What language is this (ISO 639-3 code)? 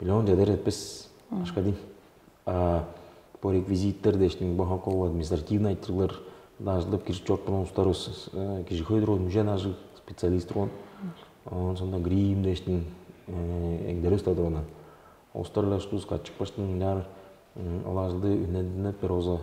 tyv